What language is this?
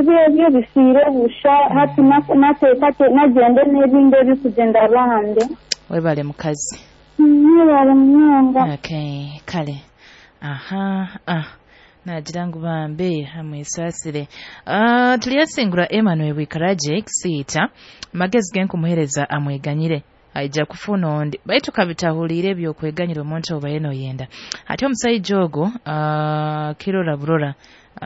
Nyoro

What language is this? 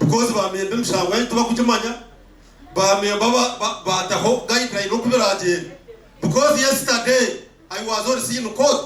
Nyankole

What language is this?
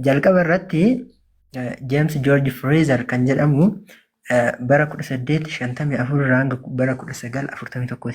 Oromo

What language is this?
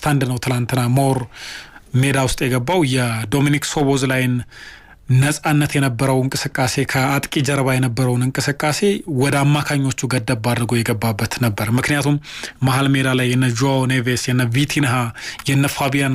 Amharic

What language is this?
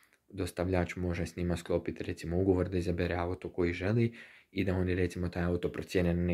Croatian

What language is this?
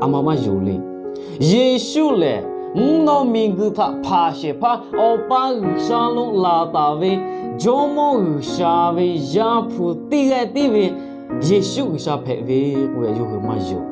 Lahu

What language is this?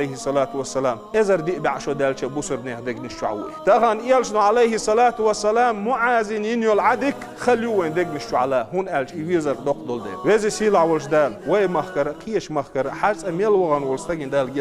Chechen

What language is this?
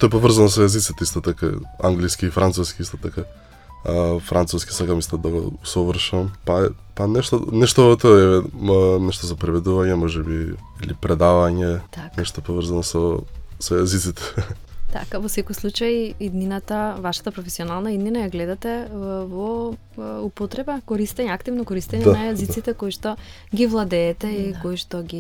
Macedonian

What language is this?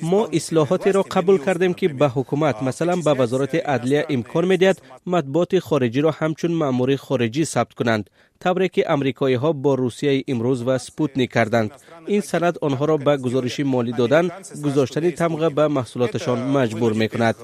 Tajik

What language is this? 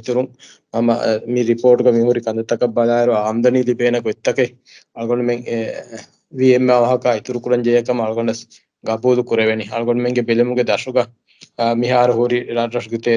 Divehi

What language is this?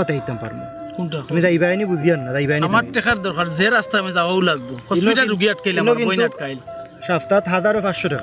Sylheti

